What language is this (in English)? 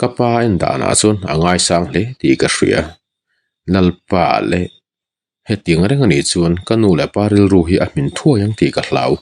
Mizo